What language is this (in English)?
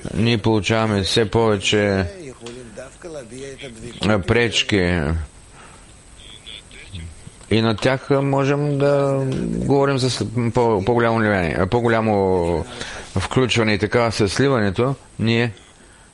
Bulgarian